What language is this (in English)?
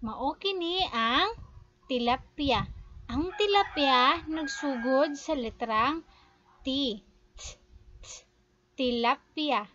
Cebuano